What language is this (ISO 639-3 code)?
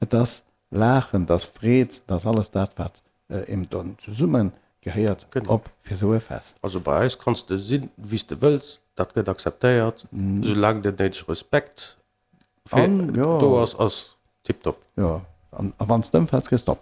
ltz